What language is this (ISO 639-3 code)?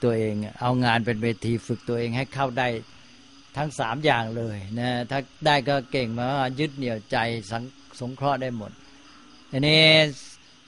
tha